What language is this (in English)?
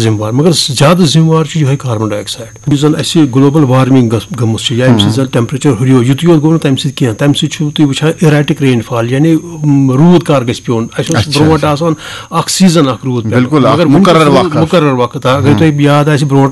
Kashmiri